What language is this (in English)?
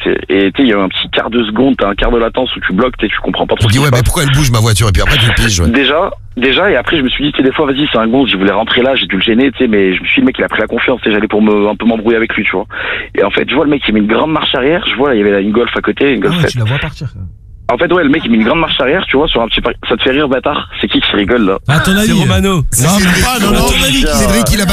French